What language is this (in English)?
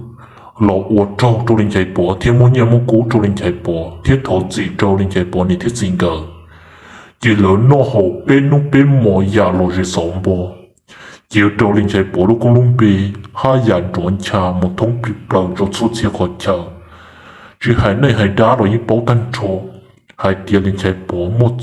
Hmong